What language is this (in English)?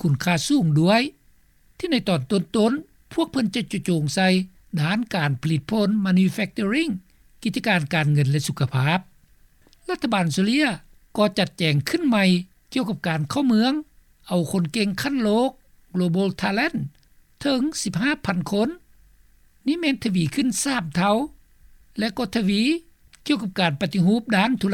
Lao